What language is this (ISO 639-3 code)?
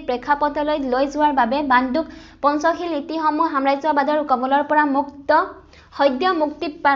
asm